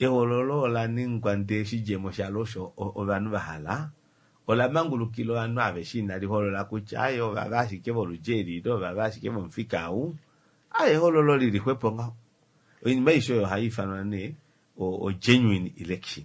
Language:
Kuanyama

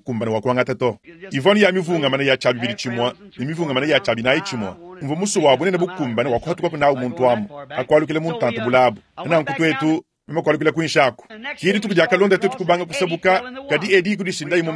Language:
Luba-Lulua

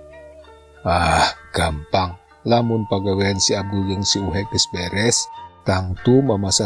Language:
Sundanese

